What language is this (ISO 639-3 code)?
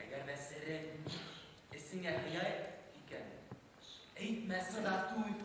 bak